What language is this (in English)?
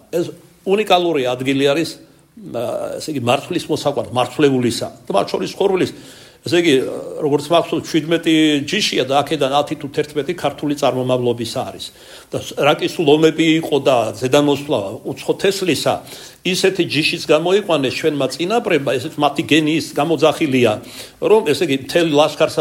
Georgian